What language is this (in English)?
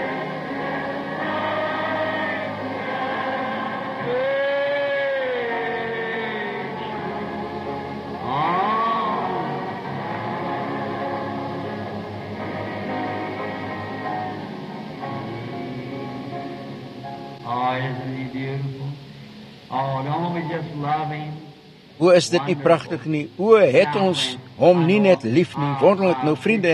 Afrikaans